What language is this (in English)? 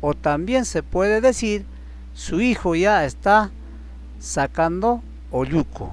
Ayacucho Quechua